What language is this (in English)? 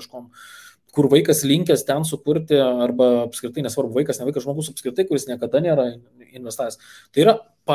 Lithuanian